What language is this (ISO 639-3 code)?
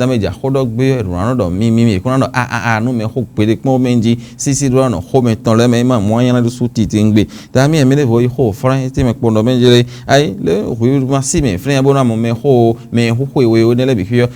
fon